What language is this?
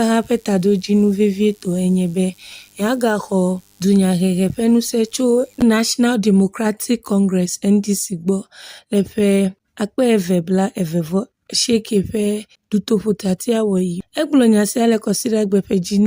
Ewe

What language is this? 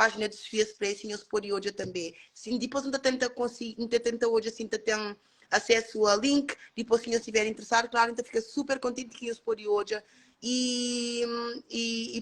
Kabuverdianu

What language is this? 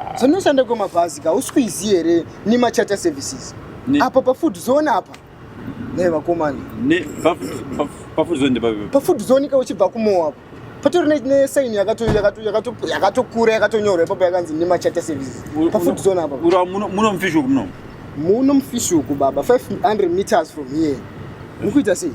Shona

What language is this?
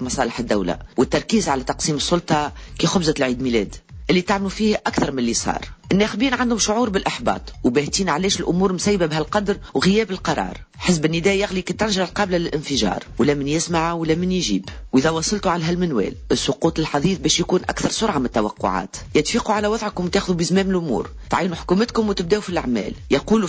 Tunisian Arabic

